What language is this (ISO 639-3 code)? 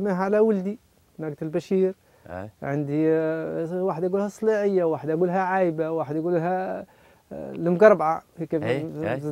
aeb